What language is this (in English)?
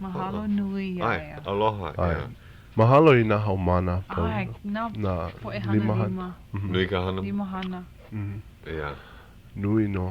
Hawaiian